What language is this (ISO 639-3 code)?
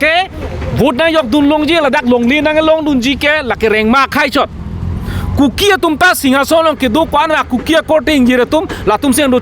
mjw